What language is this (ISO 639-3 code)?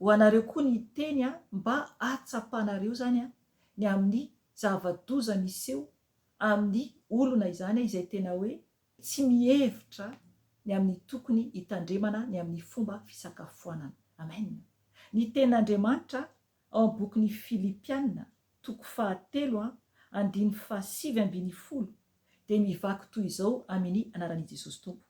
mlg